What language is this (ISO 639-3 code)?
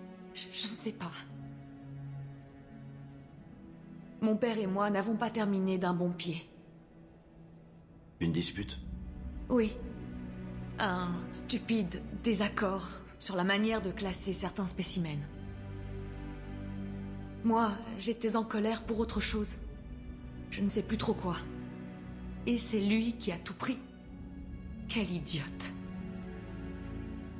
fra